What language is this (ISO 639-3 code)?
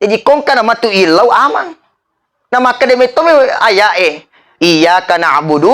bug